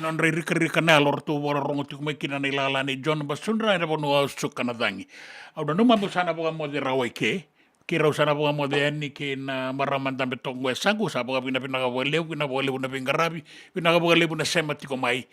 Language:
Fijian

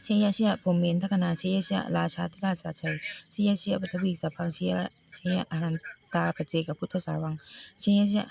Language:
Pali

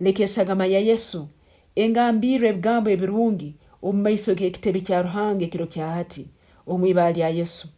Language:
Tooro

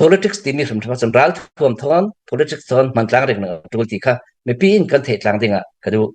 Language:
Hakha Chin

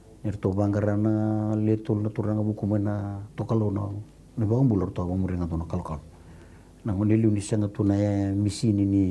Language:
Fijian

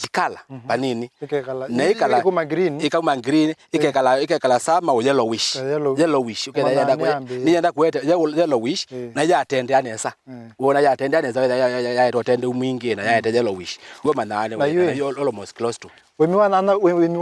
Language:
Kamba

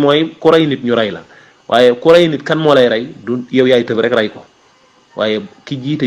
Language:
Wolof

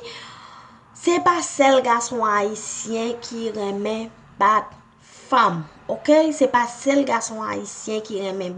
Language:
Haitian Creole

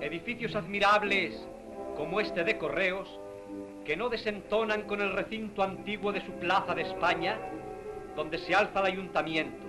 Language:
Ladino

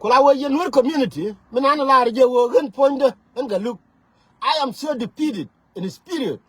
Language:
Nuer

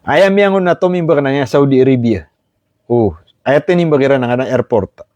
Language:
Maranao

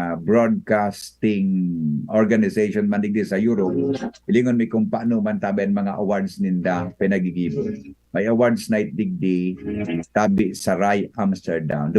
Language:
Bikol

